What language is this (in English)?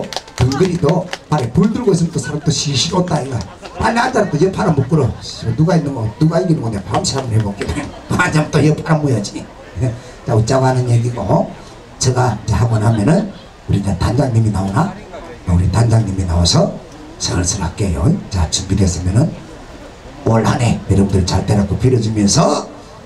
Korean